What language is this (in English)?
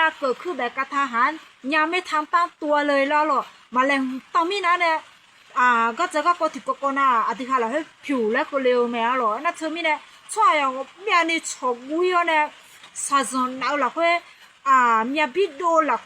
Akha